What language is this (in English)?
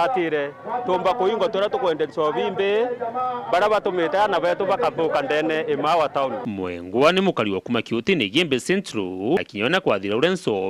Meru